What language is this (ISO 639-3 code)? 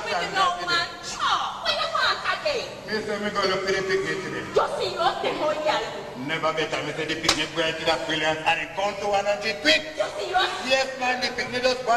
jam